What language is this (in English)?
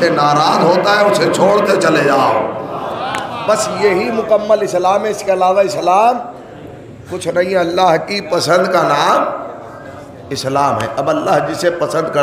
Urdu